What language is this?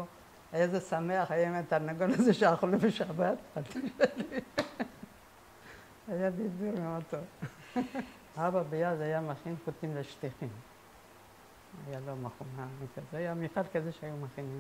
Hebrew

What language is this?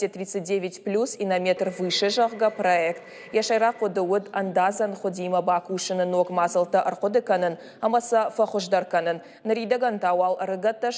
Ossetic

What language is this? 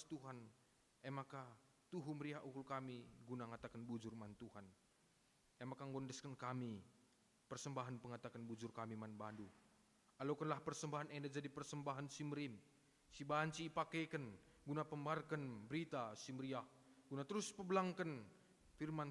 Batak Karo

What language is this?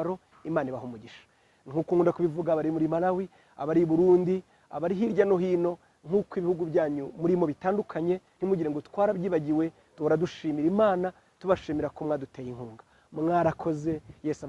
Kinyarwanda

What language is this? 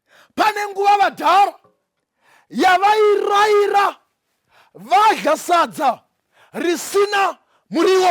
Shona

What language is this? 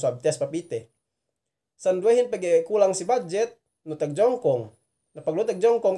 Yakan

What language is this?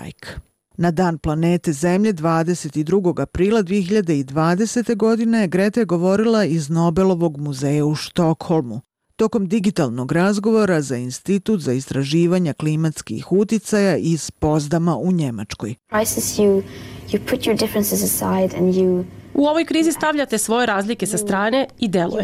Bosnian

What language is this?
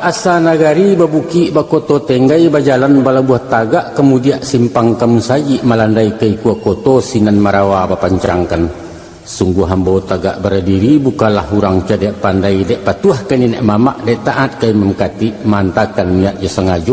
Minangkabau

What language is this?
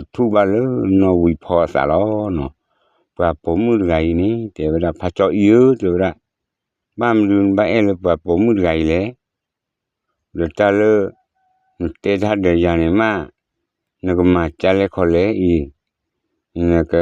S'gaw Karen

